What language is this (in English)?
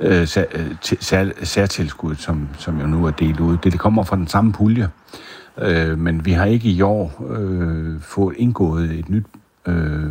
Danish